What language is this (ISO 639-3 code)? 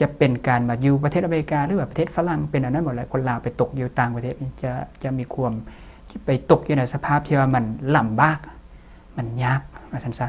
lao